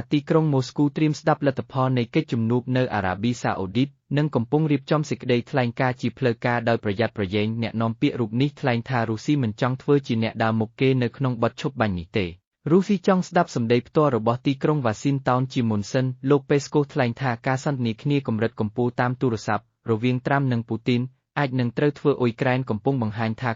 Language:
Khmer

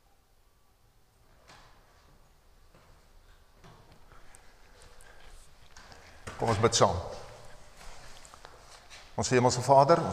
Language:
Afrikaans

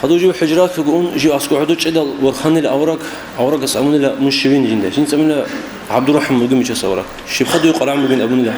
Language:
Avaric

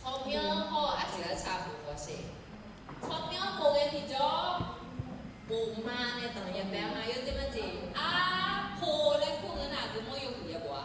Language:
Akha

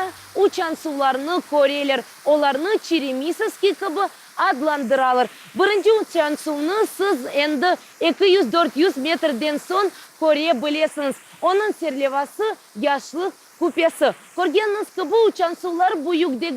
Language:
Crimean Tatar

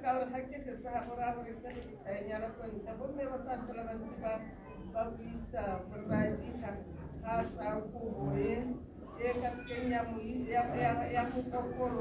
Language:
Tswana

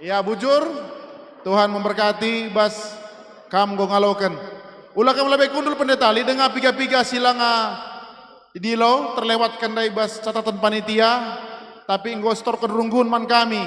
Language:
Batak Karo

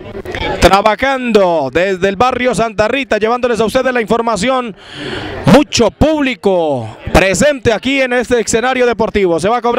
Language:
Spanish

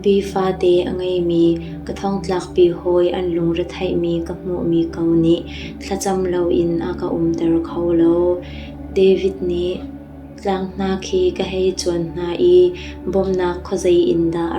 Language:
Hakha Chin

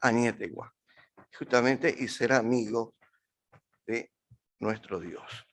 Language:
Guarani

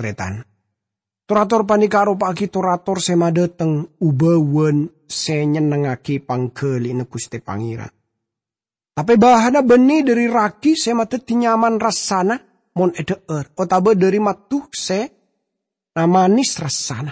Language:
Madurese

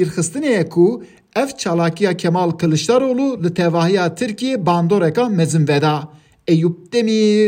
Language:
Kurdish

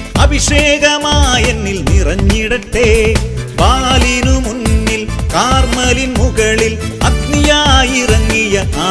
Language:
Malayalam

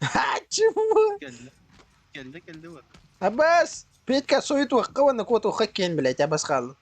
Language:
Yakut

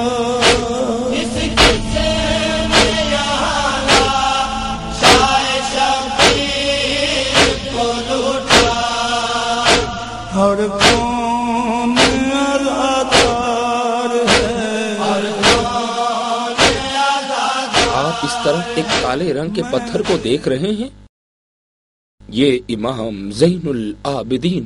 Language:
Urdu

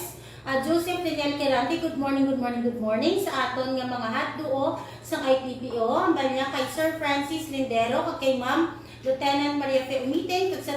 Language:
Hiligaynon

